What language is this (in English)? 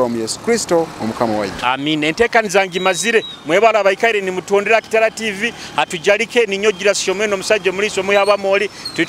Nyoro